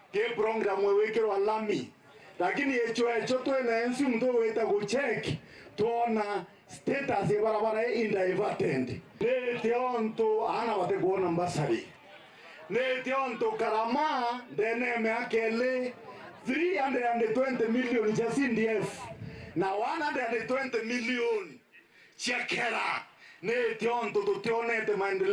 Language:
Meru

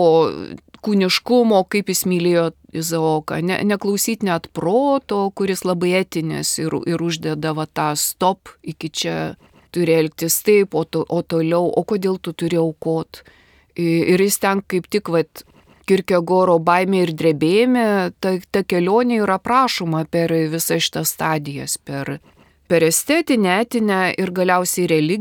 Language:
Lithuanian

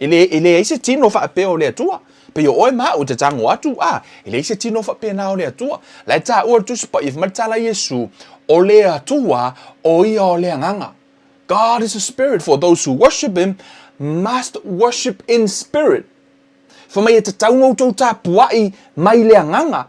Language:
Samoan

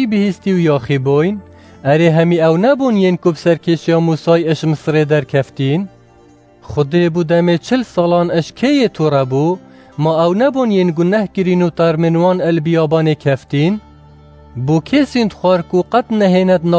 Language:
Kurdish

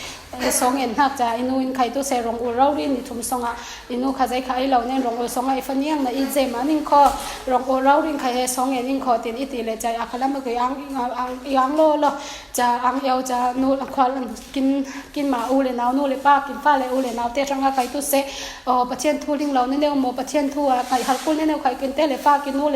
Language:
Falam Chin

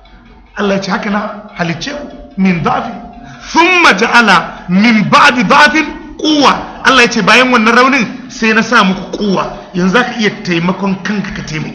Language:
Hausa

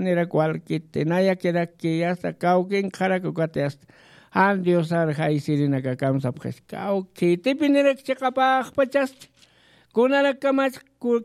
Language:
Aymara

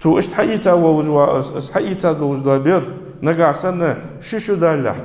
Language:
Ingush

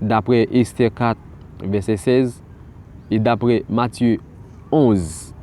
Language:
Haitian Creole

